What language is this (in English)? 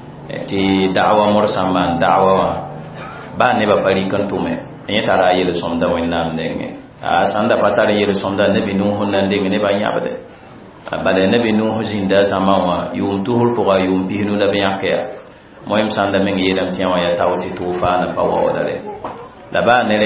Mossi